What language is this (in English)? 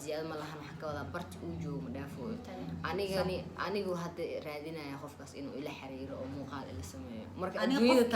Somali